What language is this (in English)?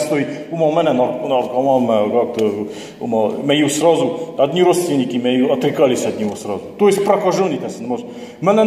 Ossetic